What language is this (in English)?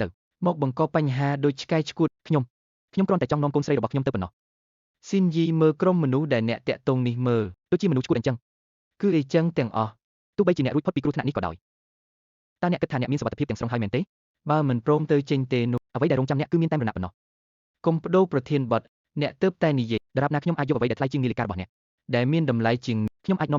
Khmer